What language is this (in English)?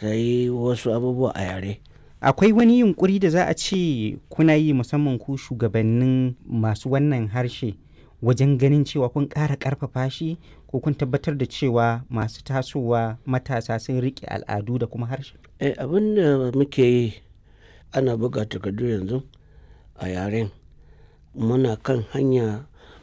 Hausa